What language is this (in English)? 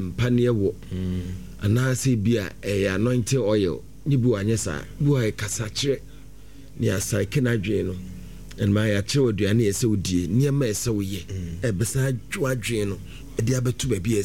Akan